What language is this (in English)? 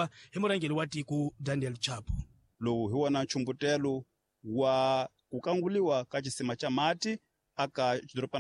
Tsonga